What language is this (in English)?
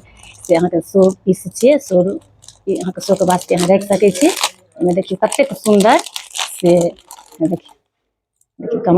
Maithili